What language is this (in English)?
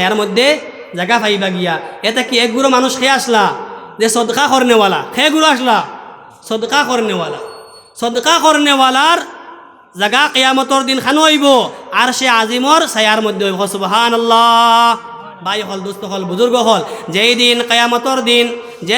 Sylheti